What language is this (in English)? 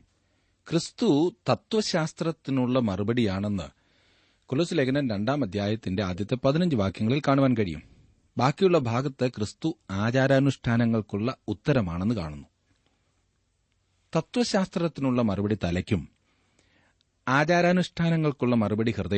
Malayalam